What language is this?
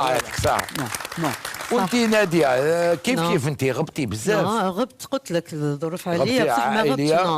Algerian Arabic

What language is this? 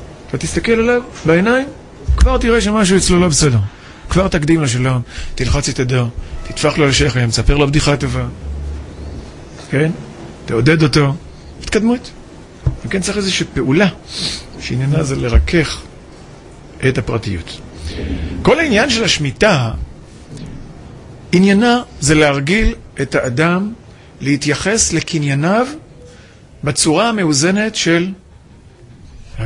Hebrew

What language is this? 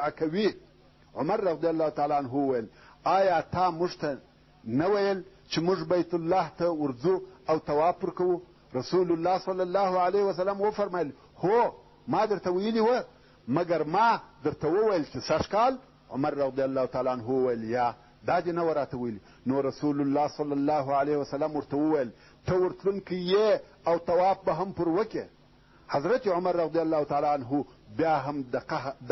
Pashto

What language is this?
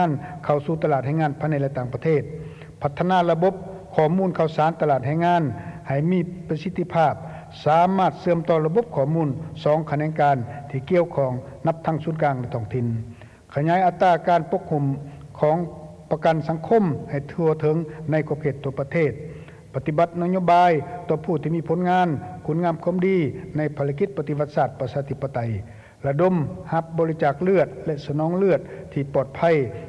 Lao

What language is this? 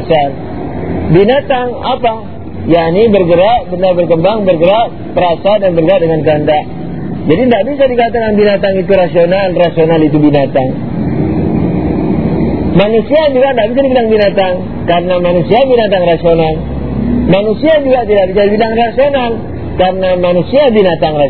Indonesian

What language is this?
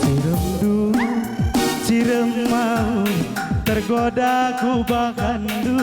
Batak Karo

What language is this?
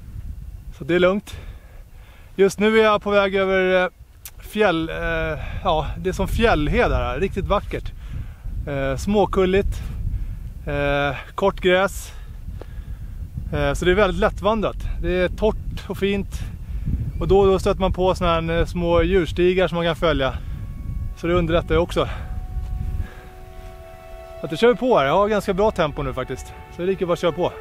Swedish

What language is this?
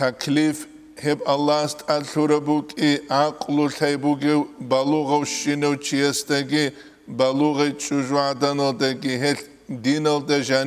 Avaric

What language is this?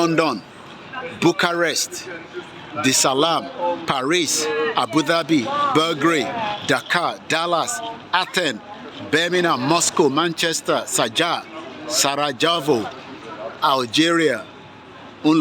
Yoruba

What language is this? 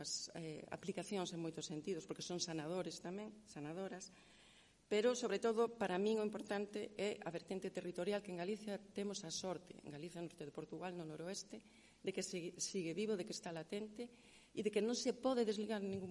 Galician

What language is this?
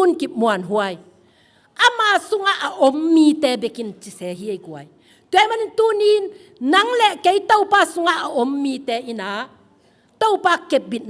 Tedim Chin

